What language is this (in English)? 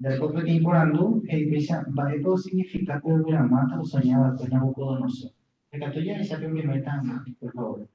Guarani